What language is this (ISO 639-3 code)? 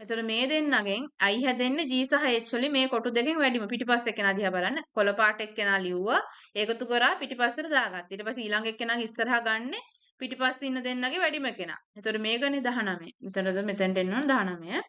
sin